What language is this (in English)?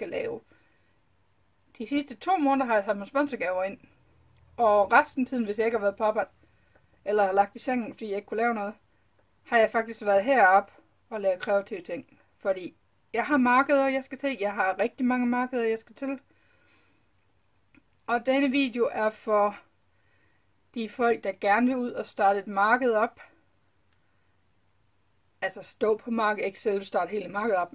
Danish